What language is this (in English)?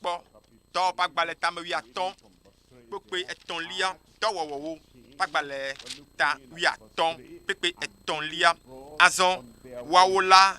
Ewe